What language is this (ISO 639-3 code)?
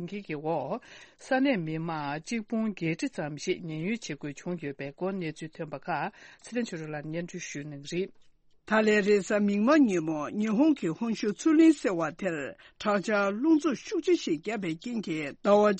bod